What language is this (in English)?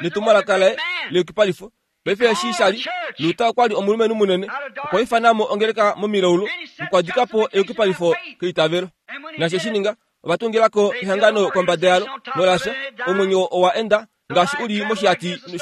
Kuanyama